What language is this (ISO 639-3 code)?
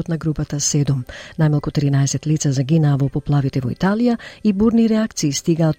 mkd